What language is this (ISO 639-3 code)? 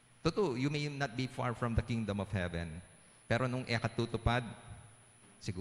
pam